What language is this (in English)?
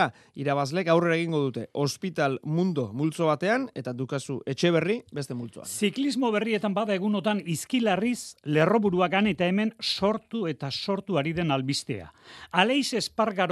Basque